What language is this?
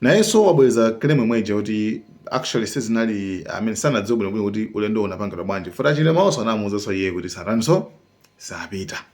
Nyanja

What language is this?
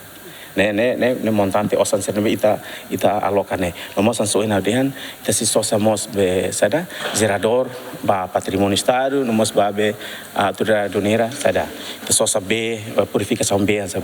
Tetum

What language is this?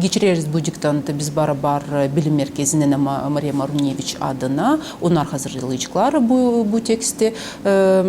Gagauz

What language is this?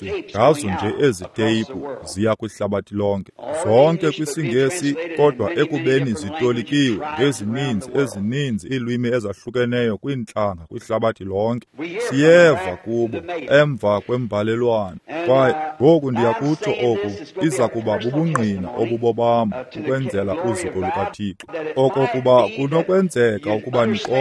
Xhosa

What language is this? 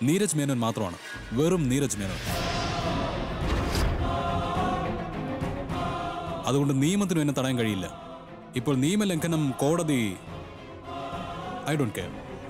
Malayalam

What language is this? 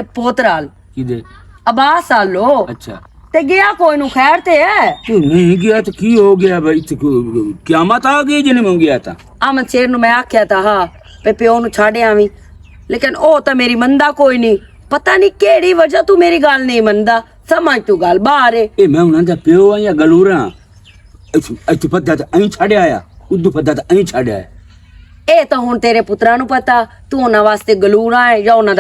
Western Panjabi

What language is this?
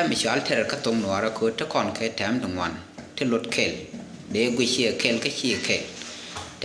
Nuer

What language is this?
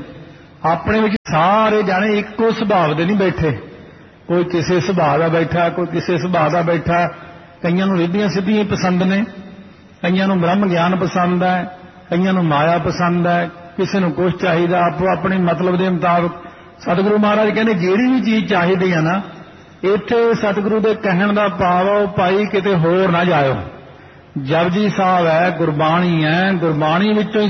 Punjabi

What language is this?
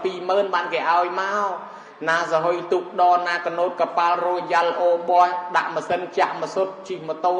Khmer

